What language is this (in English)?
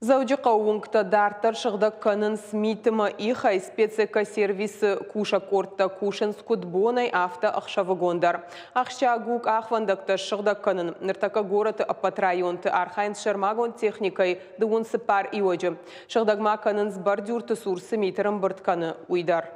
Ossetic